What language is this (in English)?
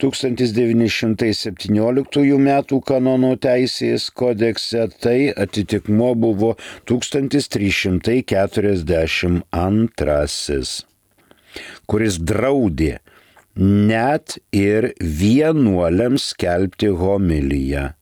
Lithuanian